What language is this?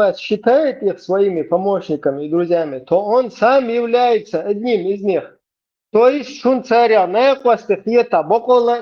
Chechen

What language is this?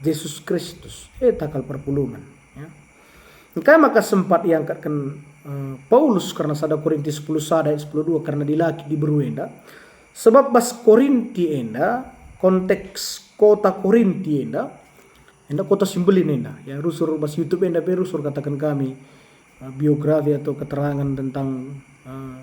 Batak Karo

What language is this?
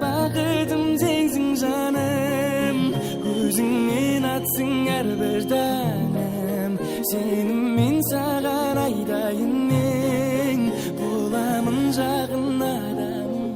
Kara-Kalpak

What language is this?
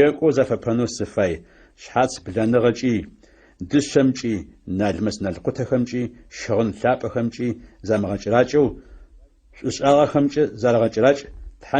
Adyghe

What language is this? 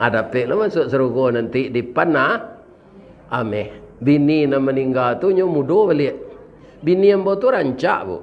Minangkabau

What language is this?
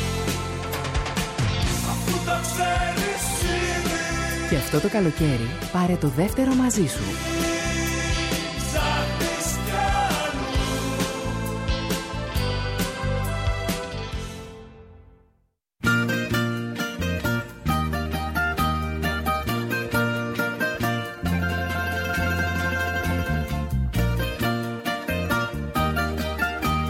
Greek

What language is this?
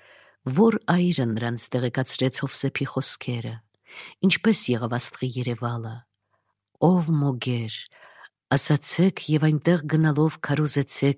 Armenian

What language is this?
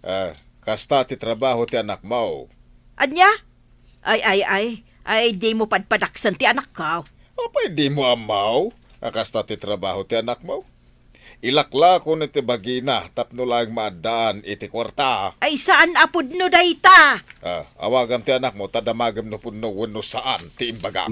Iloko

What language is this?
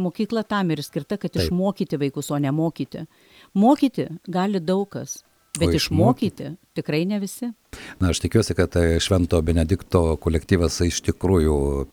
Lithuanian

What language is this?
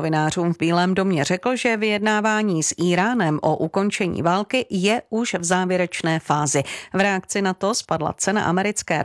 Czech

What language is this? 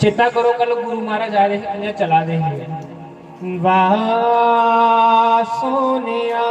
Dogri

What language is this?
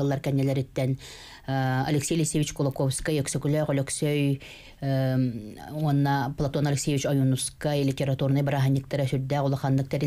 Yakut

